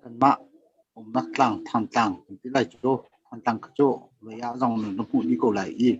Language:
Hakha Chin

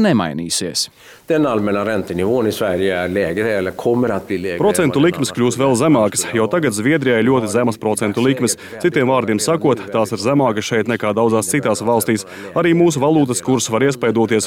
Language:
Latvian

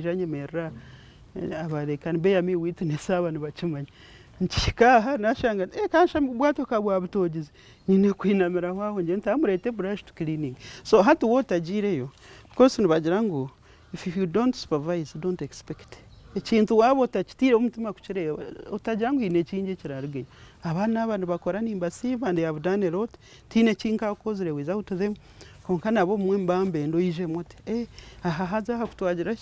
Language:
Nyankole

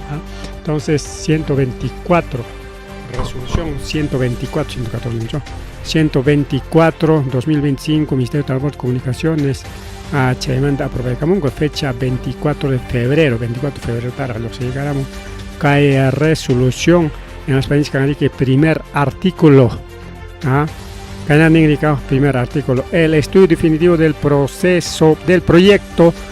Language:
Ayacucho Quechua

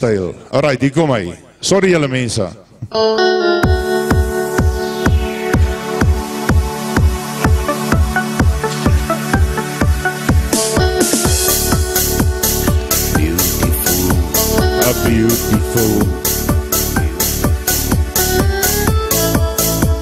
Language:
Afrikaans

